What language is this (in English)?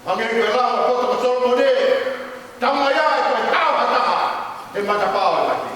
Tongan